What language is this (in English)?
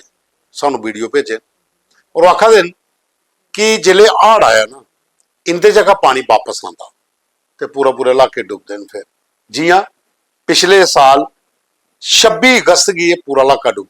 Dogri